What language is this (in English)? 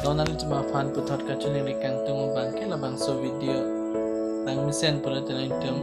Karbi